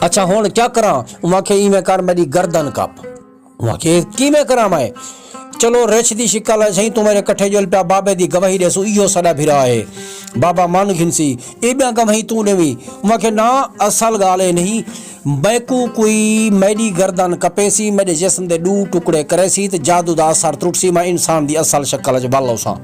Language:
Saraiki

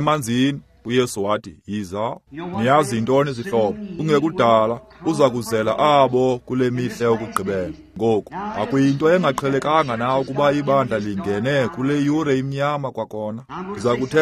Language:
Xhosa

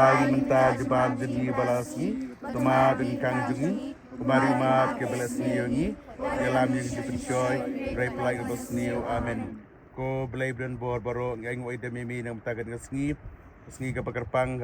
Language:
Khasi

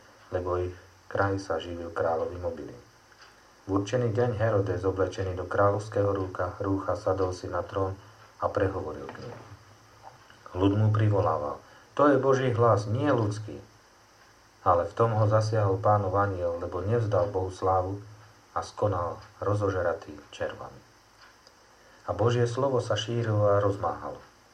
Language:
Slovak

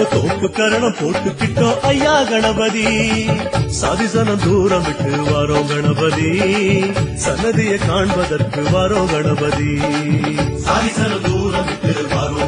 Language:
Tamil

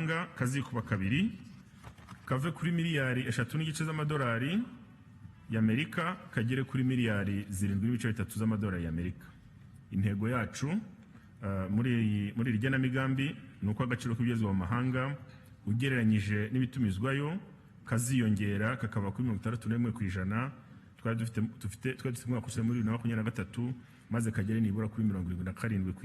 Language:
Kinyarwanda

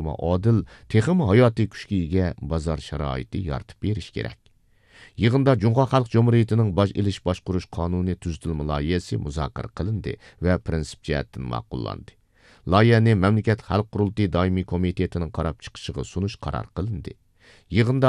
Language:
Uyghur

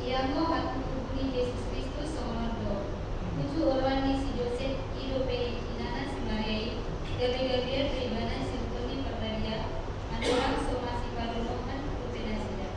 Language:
Batak Toba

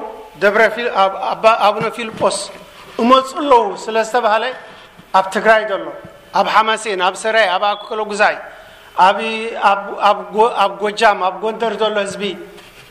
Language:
Tigrinya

